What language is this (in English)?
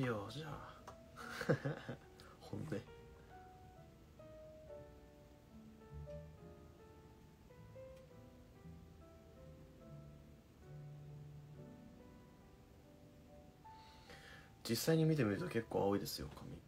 Japanese